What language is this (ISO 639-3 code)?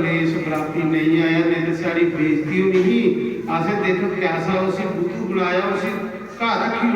doi